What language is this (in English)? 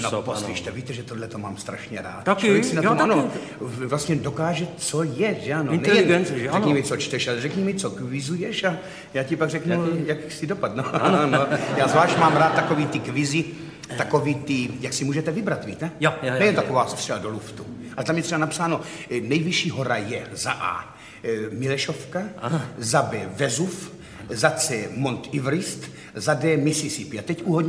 Czech